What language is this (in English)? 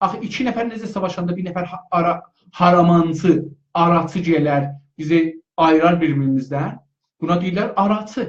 South Azerbaijani